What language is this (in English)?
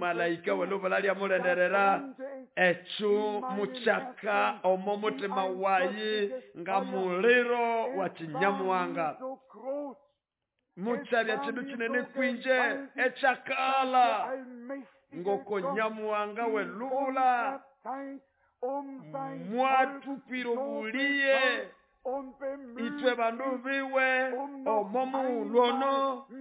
Nande